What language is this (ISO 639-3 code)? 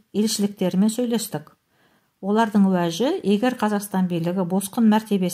kaz